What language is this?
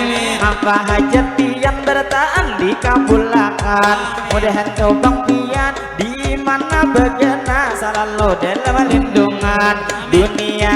Banjar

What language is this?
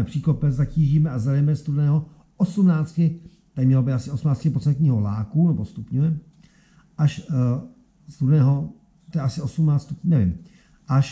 Czech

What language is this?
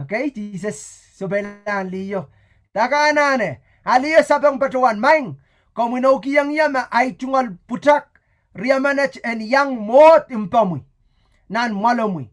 Pohnpeian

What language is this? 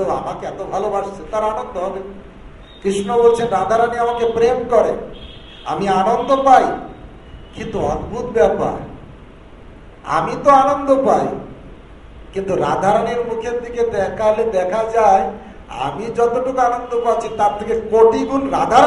Bangla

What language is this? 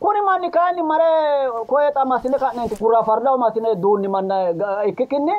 Sidamo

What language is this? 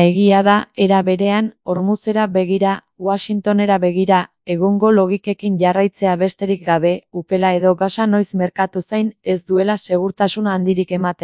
Basque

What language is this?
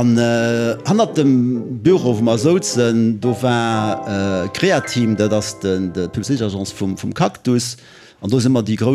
Luxembourgish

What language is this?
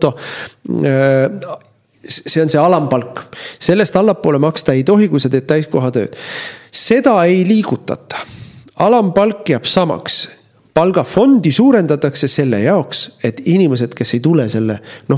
Estonian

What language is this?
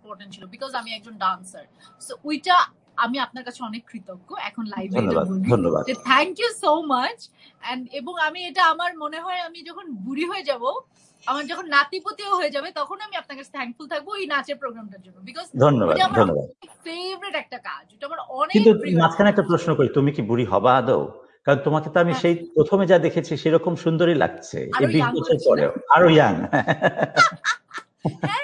Bangla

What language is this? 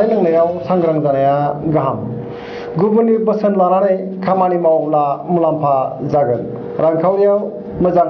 Bodo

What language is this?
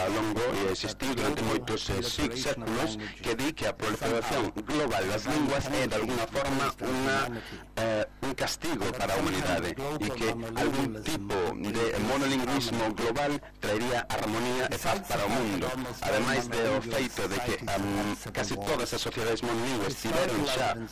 Galician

